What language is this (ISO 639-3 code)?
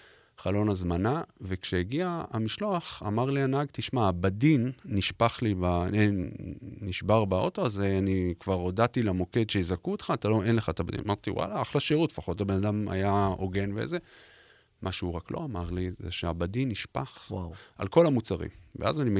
heb